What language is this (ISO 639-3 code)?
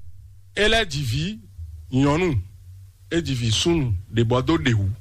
fon